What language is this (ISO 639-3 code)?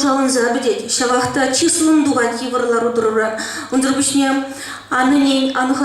chv